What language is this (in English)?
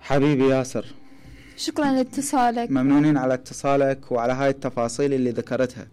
Mesopotamian Arabic